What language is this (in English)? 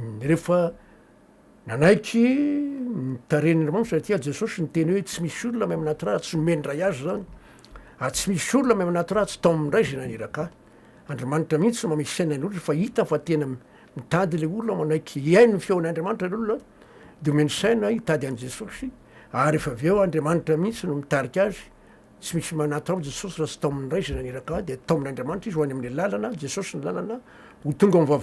Malagasy